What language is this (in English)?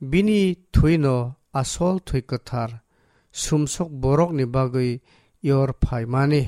Kok Borok